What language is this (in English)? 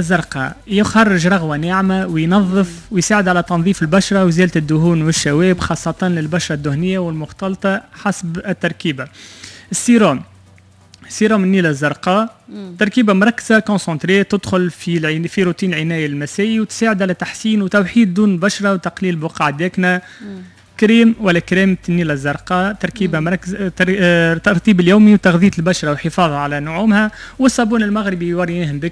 Tunisian Arabic